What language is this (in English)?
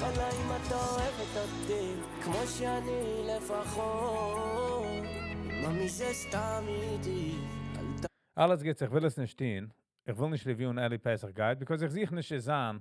Yiddish